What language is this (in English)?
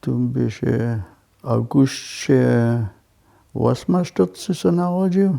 Upper Sorbian